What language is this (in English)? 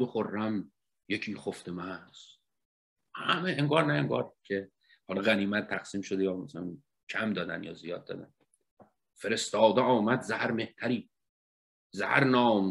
Persian